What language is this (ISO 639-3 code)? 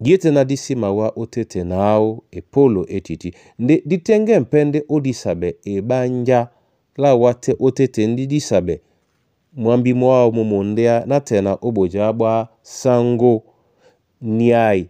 dua